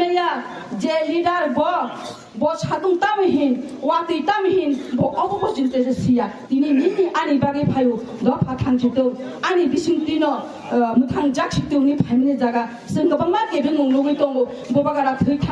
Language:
Kok Borok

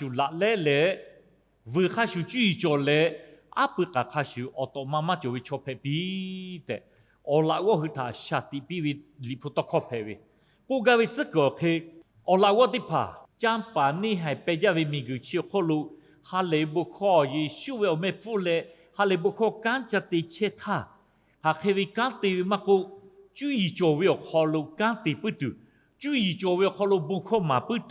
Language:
Lahu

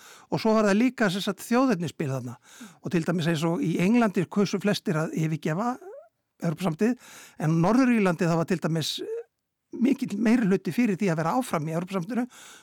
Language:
Icelandic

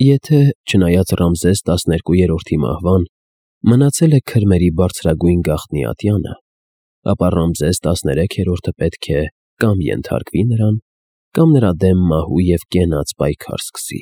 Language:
Armenian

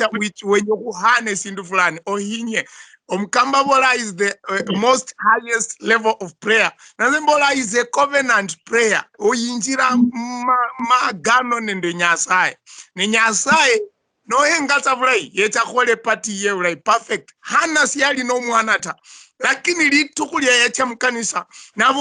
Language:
Luyia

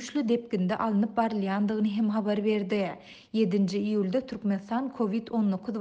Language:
Turkmen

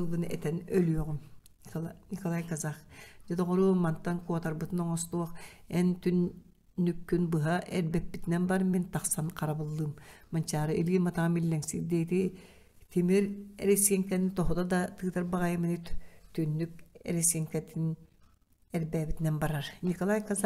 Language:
Yakut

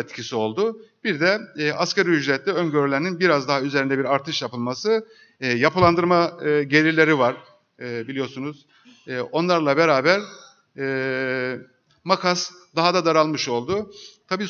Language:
Turkish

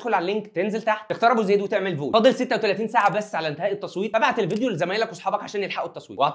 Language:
Egyptian Arabic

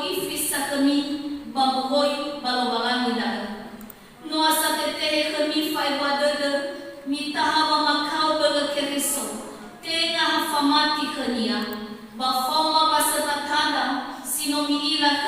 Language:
Nias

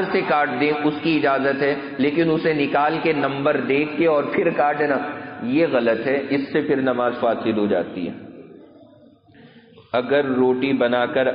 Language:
Urdu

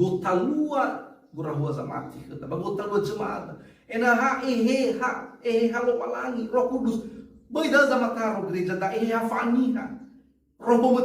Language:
Nias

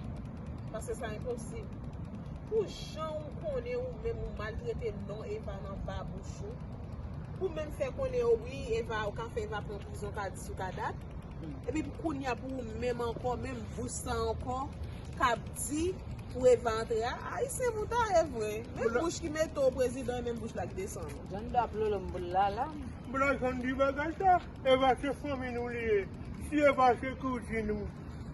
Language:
Haitian Creole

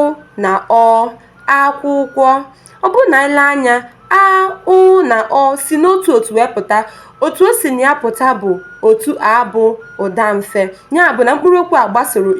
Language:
Igbo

